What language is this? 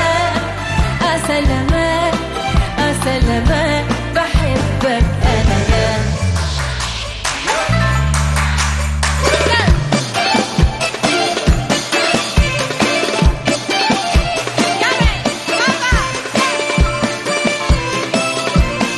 Egyptian Arabic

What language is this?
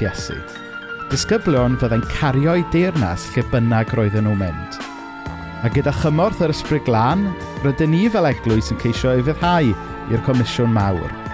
Welsh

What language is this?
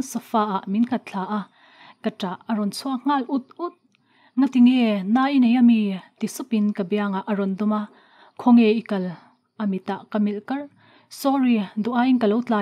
Mizo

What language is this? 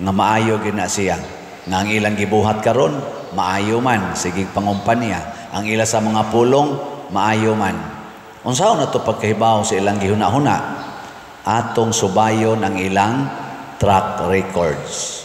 Cebuano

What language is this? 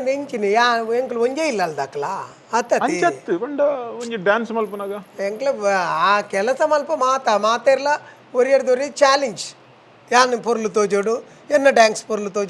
Tulu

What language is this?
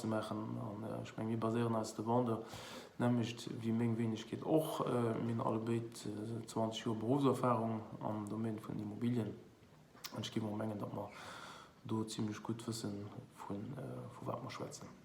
Luxembourgish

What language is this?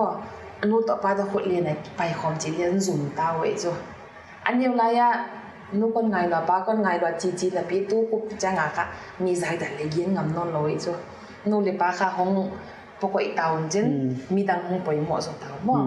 Paite Chin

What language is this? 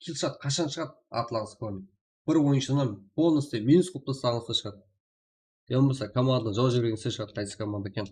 Kara-Kalpak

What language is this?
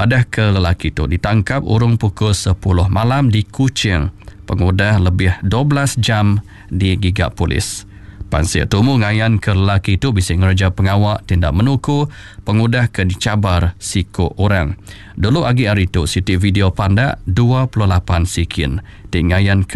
Iban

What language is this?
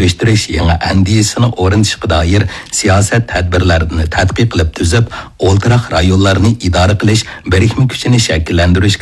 Uyghur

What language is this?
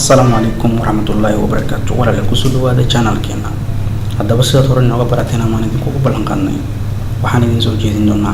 Somali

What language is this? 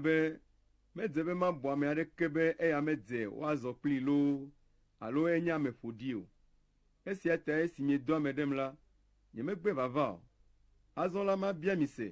Ewe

